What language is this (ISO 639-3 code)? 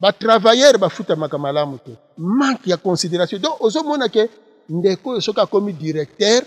lin